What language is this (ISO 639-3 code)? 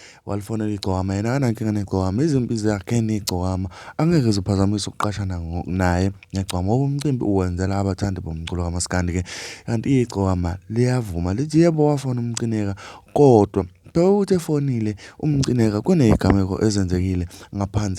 zul